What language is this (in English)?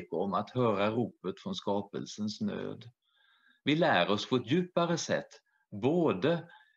Swedish